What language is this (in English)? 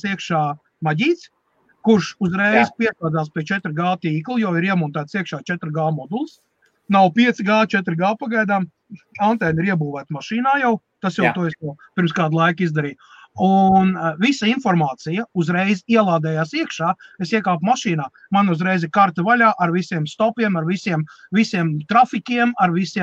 Latvian